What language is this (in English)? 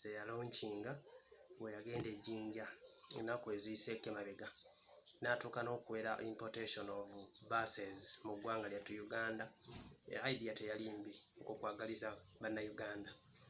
Ganda